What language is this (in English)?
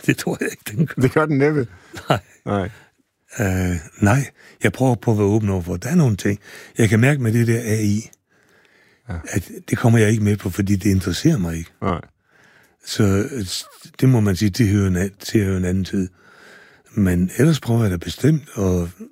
Danish